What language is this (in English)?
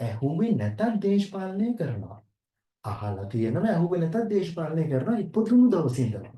Sinhala